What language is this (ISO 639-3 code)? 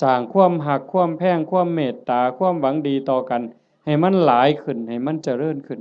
tts